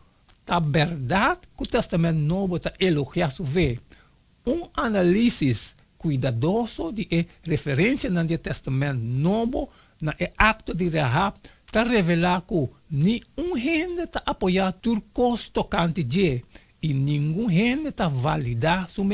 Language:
Papiamento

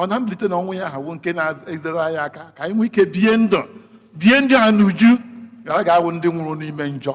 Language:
Igbo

